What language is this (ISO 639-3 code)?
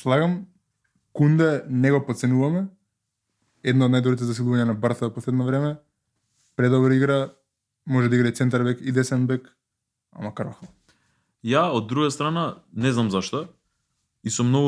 mkd